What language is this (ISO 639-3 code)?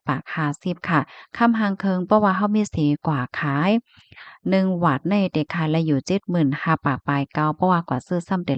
shn